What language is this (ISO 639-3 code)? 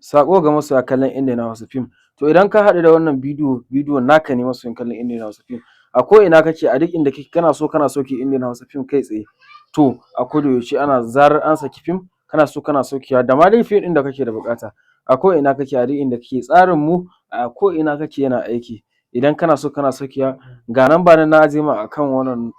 hau